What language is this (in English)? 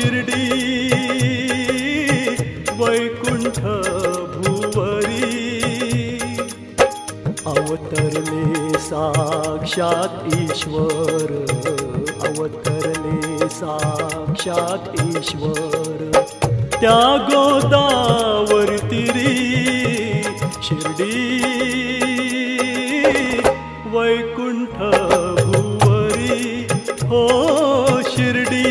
Marathi